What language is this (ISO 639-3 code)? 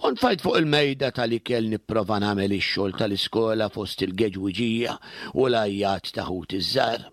mlt